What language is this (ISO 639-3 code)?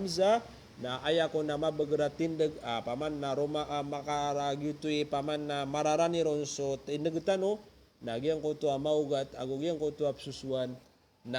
mrw